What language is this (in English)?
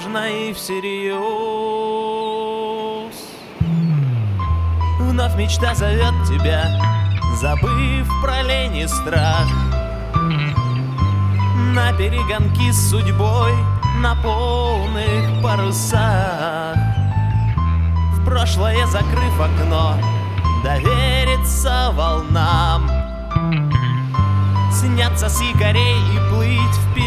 Russian